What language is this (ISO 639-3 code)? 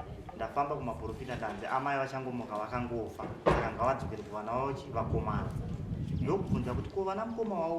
sna